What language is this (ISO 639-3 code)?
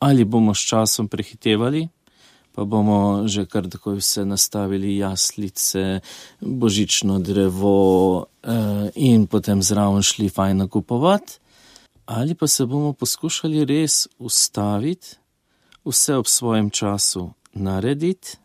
slv